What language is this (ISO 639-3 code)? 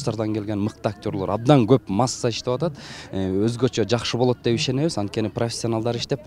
kir